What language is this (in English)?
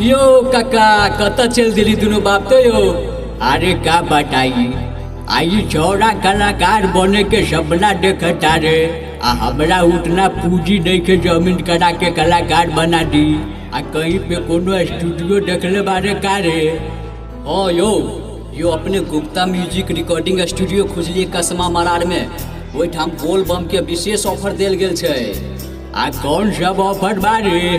Maithili